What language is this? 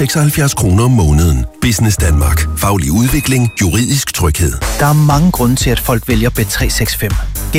Danish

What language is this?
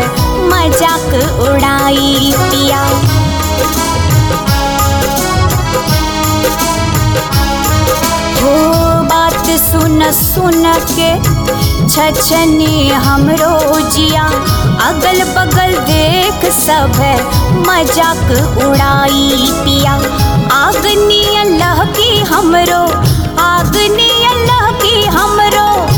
Bhojpuri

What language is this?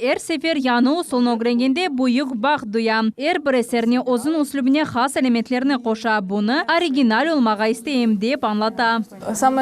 Crimean Tatar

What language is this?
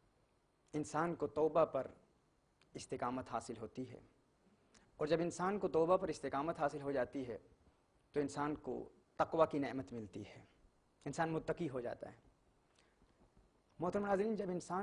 Urdu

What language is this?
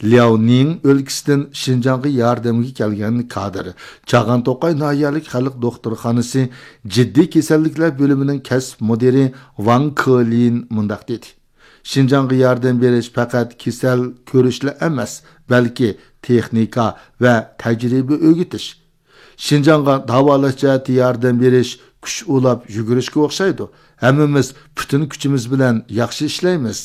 Uyghur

